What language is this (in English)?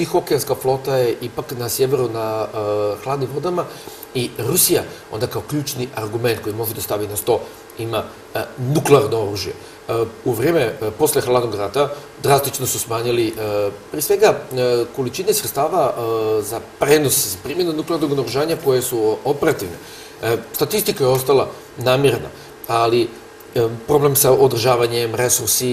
Serbian